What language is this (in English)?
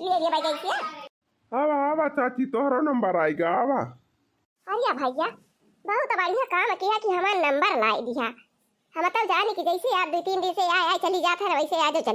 Awadhi